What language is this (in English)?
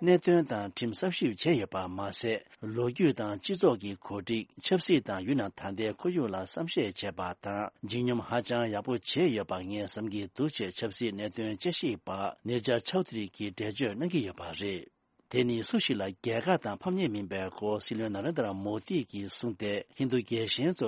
Tibetan